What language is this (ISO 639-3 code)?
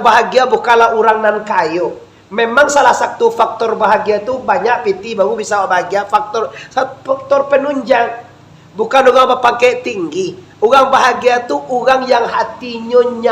min